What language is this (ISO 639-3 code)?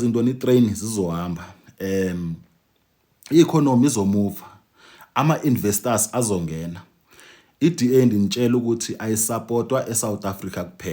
zul